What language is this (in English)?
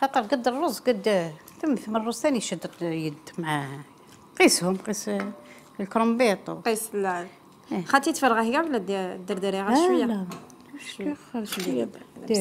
Algerian Arabic